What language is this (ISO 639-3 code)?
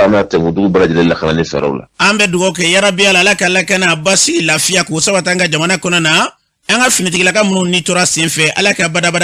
bam